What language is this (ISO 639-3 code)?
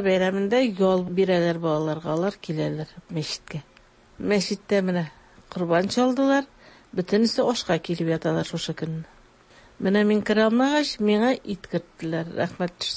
tat